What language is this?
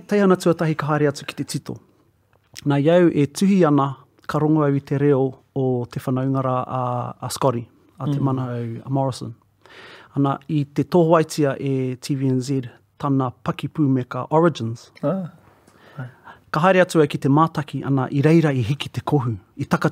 Māori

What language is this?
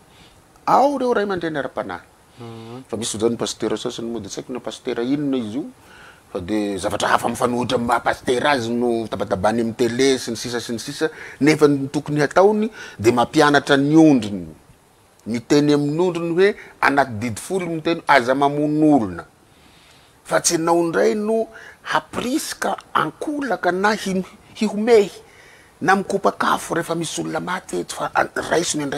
Malagasy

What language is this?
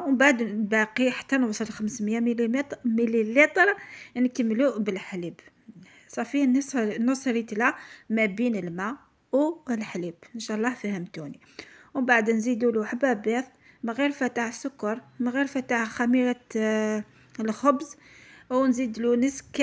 Algerian Arabic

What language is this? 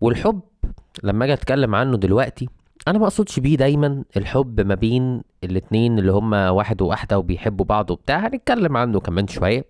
Egyptian Arabic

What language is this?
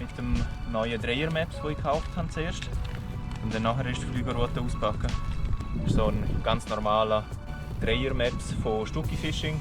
Swiss German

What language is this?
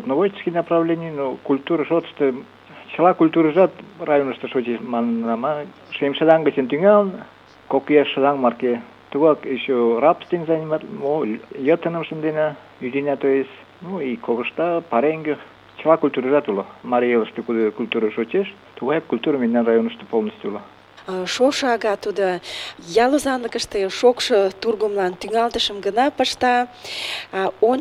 Mari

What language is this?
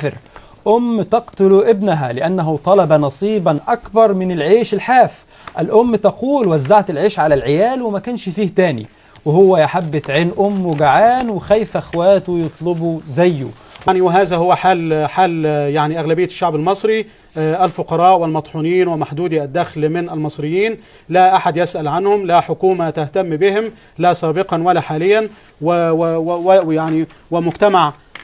Egyptian Arabic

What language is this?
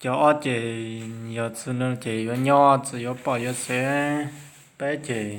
Hmong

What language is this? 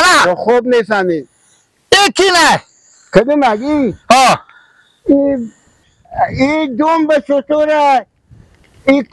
Persian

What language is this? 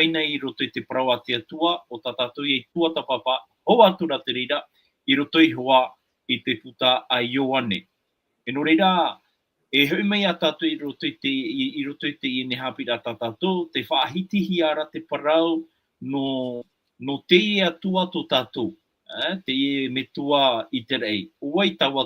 Tahitian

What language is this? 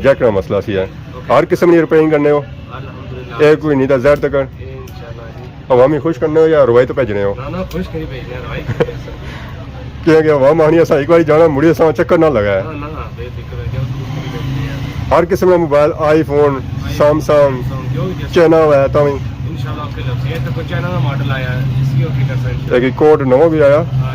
Pahari-Potwari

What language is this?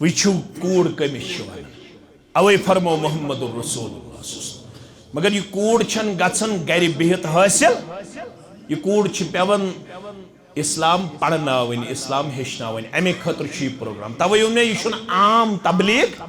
Kashmiri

